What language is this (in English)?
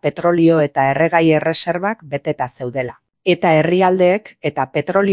Basque